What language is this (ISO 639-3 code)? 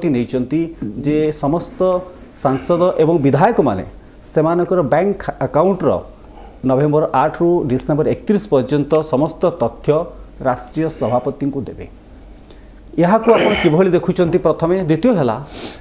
ori